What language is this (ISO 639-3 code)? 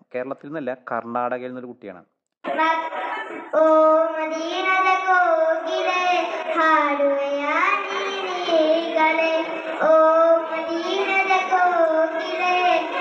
mal